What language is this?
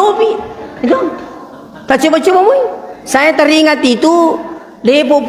Buginese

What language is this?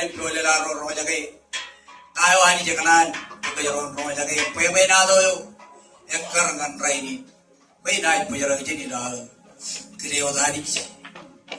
Marshallese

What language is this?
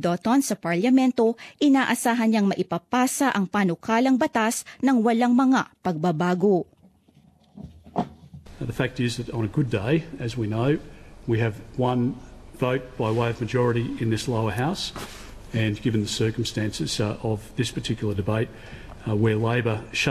Filipino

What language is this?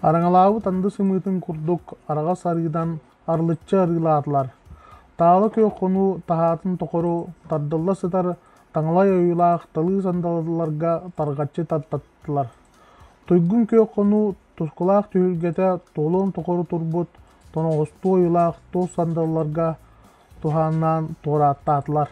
Yakut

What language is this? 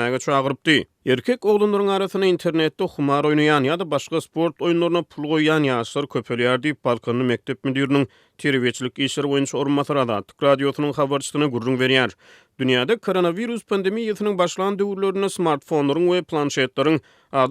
Turkmen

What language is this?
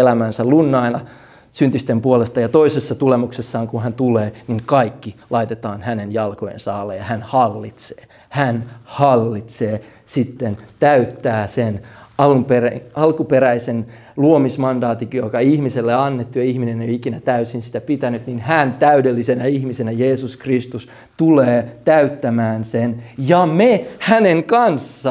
Finnish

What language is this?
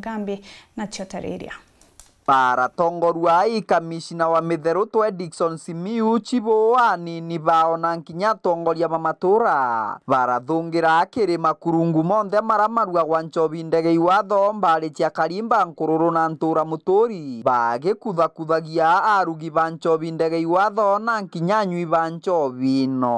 Meru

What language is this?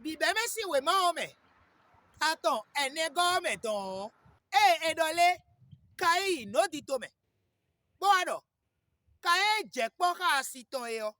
Fon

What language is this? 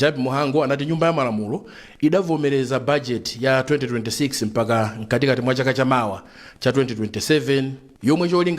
Nyanja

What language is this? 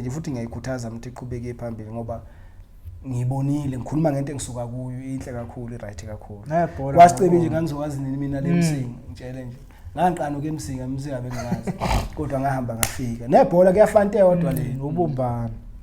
Zulu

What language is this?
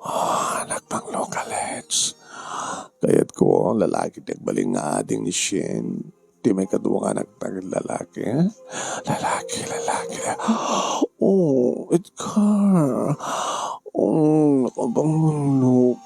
Iloko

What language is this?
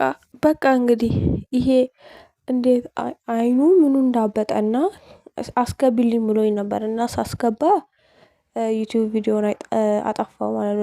Amharic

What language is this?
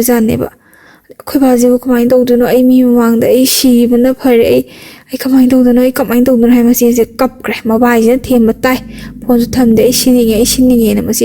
Manipuri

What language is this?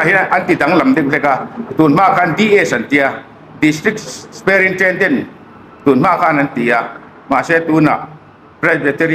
Hmar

